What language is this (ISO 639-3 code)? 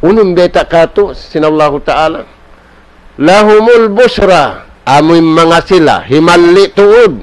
tsg